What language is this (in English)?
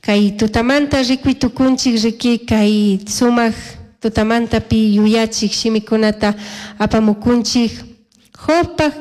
Chimborazo Highland Quichua